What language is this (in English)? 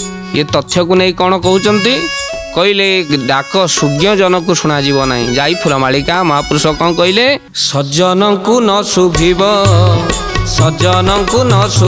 Odia